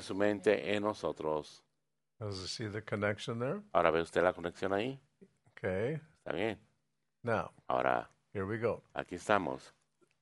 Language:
Spanish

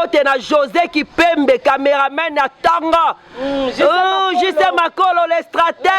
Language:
Lingala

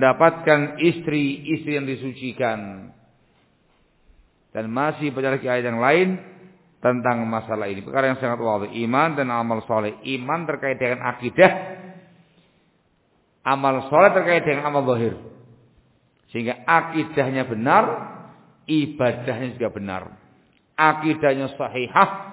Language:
Indonesian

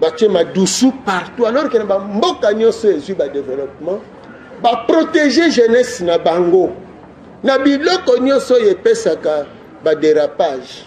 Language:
Lingala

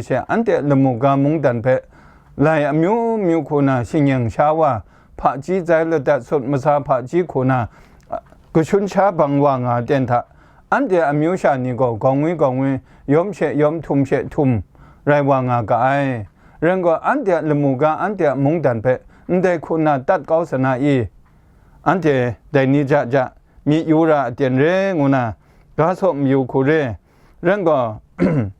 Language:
Kachin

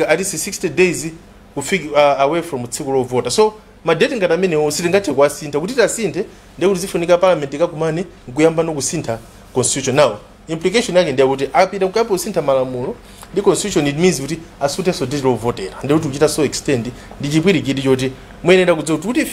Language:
Nyanja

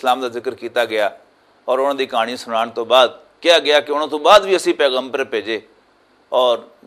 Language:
Western Panjabi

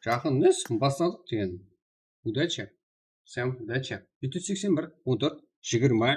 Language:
Kara-Kalpak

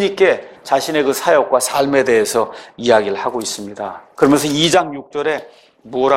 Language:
Korean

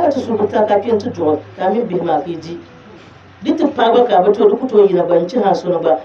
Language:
Dagbani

